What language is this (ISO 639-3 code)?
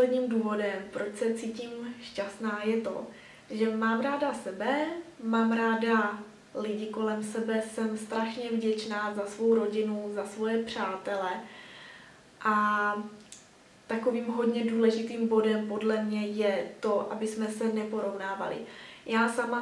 ces